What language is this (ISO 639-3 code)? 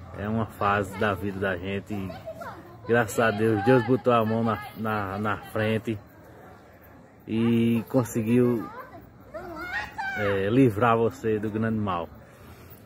por